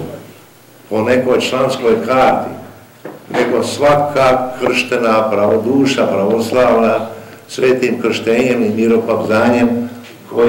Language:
Serbian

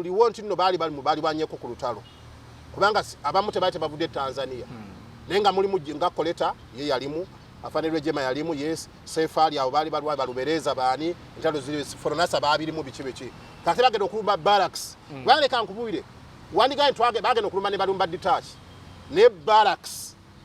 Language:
Ganda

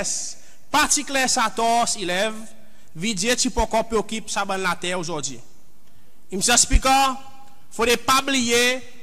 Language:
Seselwa Creole French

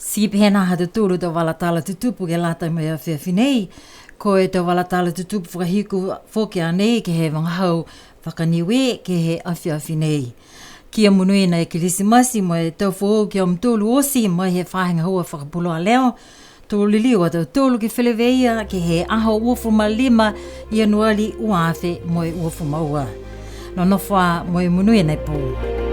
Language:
Niuean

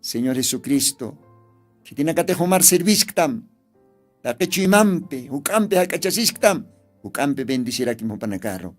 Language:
Aymara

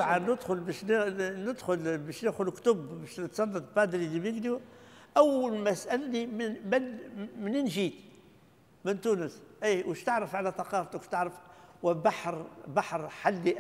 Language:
Tunisian Arabic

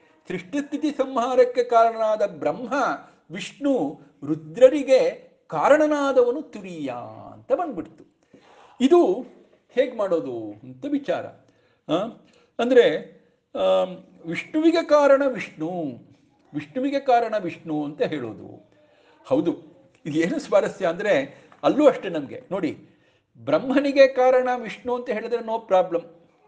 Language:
Kannada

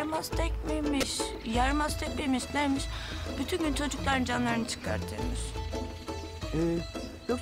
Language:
Turkish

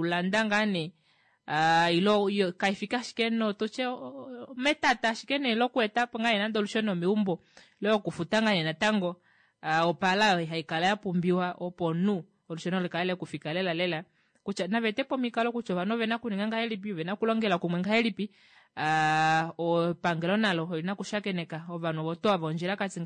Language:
Kuanyama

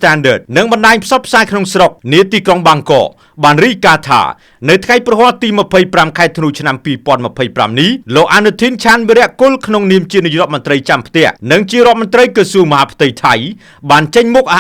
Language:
Khmer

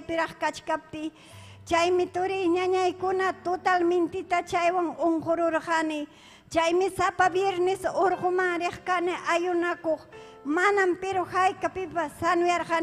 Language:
Ayacucho Quechua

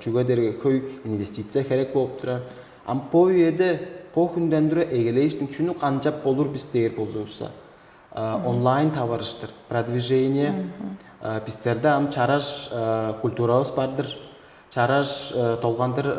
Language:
Tuvinian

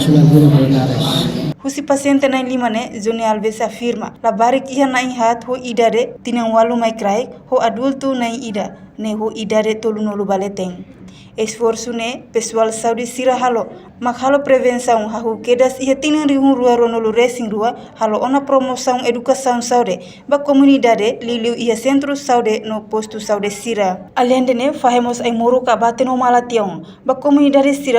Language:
Tetum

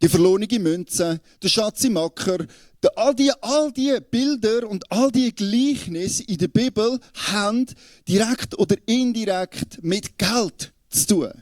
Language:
Swiss German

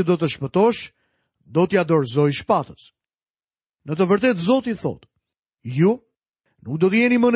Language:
Albanian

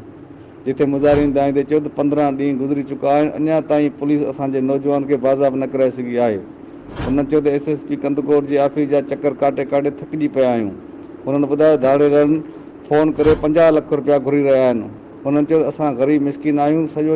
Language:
Sindhi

